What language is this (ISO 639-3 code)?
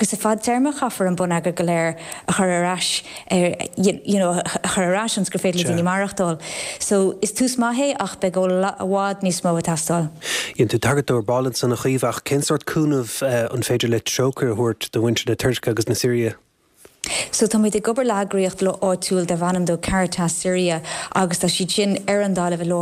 gle